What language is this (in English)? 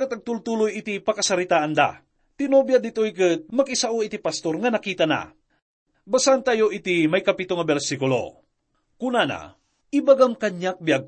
Iloko